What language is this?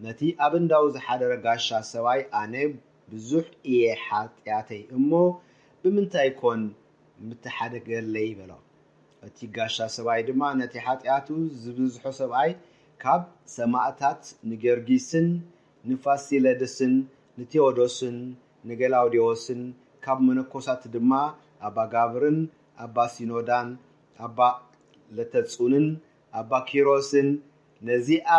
Tigrinya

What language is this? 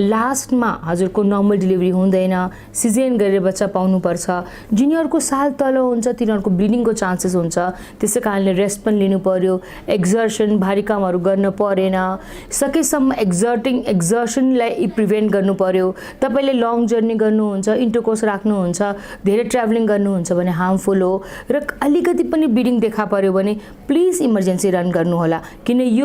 Nepali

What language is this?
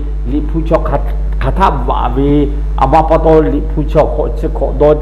Lahu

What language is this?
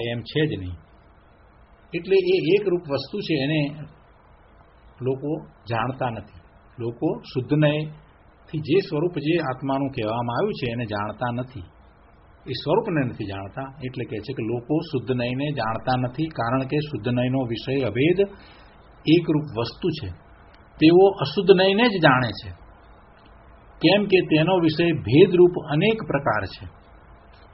Gujarati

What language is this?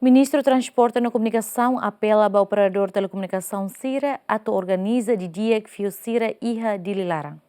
Tetum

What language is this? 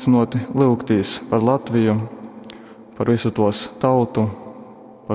Latgalian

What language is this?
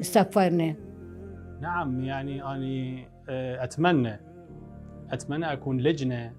Mesopotamian Arabic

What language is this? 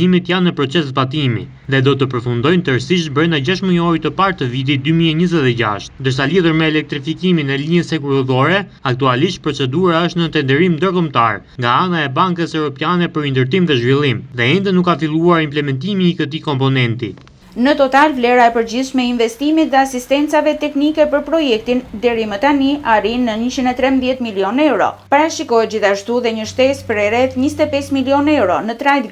Albanian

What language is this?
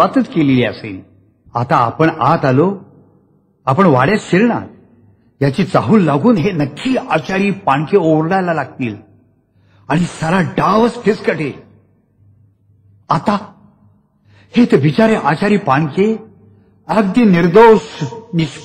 Marathi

